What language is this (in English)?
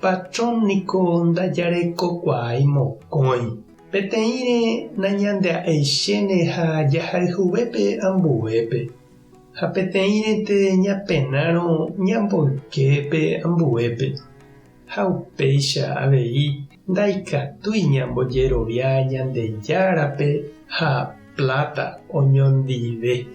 Guarani